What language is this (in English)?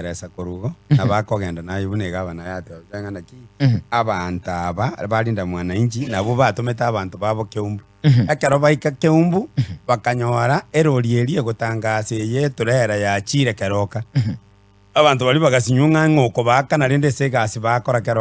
Gusii